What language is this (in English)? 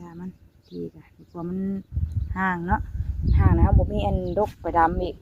Northeastern Thai